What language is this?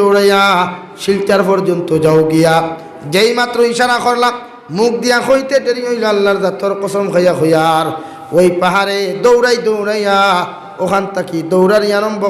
Sylheti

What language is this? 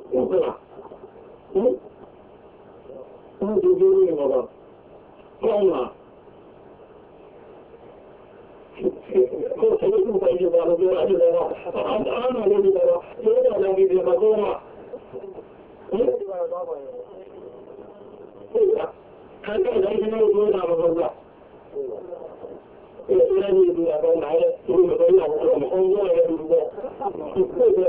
Burmese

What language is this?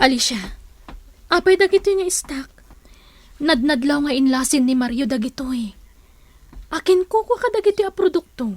Iloko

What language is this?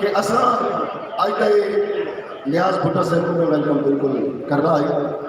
Saraiki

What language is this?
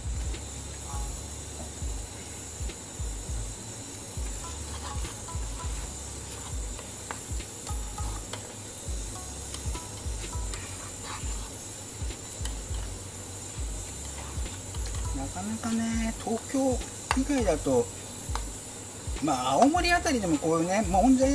Japanese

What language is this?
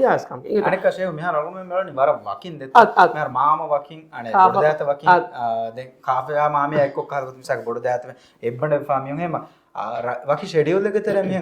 Divehi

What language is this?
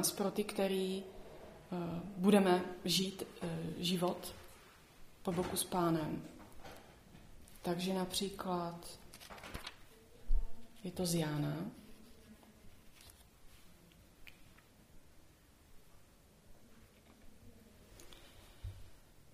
Czech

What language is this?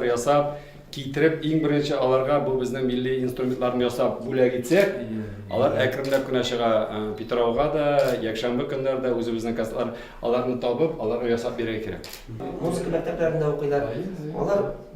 Tatar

